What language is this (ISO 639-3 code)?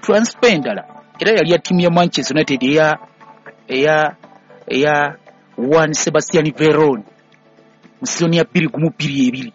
lug